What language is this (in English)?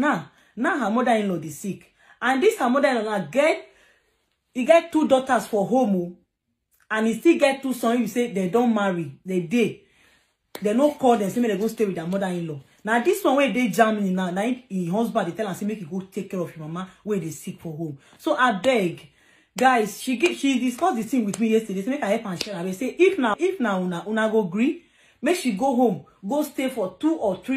Nigerian Pidgin